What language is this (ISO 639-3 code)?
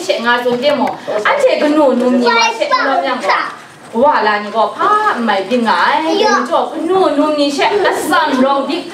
kac